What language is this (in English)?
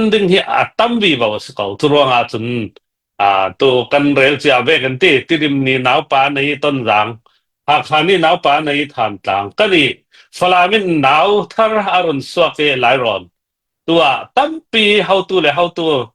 Hakha Chin